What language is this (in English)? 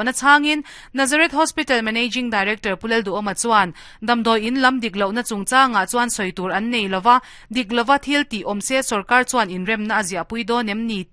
Mizo